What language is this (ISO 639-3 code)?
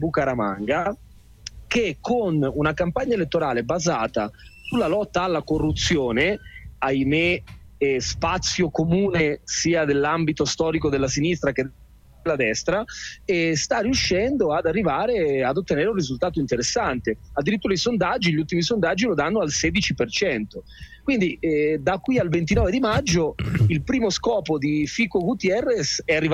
ita